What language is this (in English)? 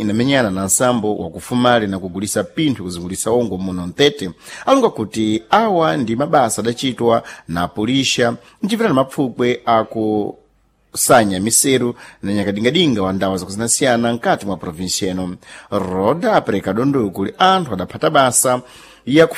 Sena